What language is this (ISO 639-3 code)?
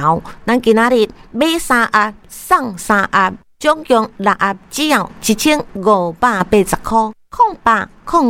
nan